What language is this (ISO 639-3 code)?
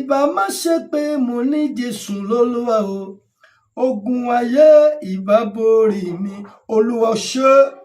yor